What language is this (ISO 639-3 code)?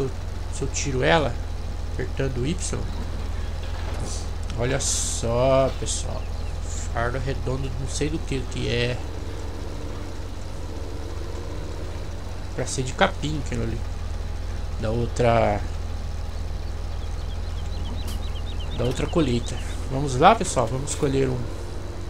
por